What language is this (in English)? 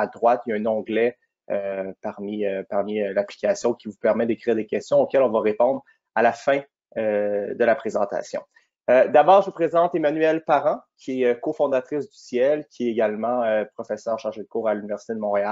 French